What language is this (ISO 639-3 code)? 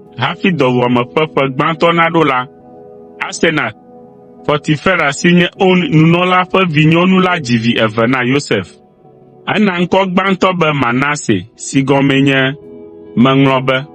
ewe